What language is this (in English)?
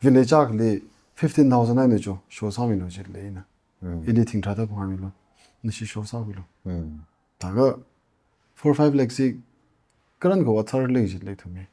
Tangkhul Naga (India)